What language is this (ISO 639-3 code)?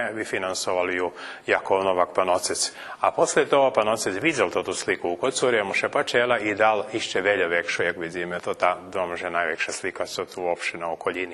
rue